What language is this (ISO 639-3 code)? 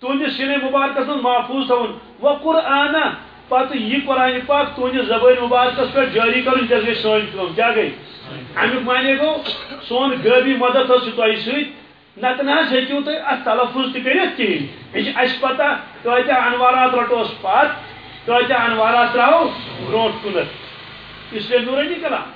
kas